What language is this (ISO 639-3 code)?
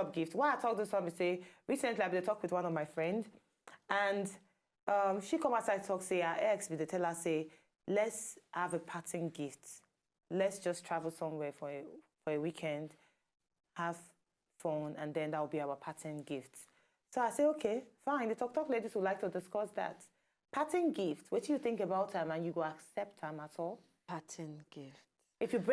pcm